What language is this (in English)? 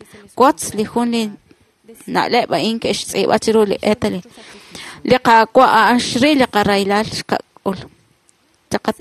Kekchí